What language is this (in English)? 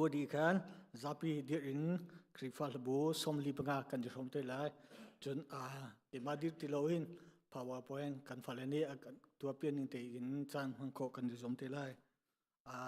Hakha Chin